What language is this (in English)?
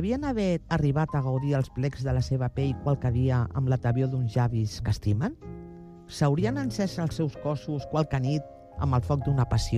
Catalan